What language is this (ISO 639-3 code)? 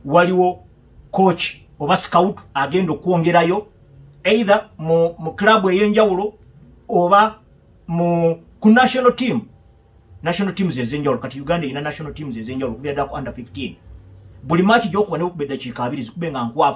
lug